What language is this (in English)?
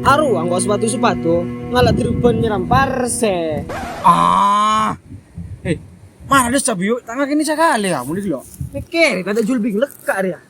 Madurese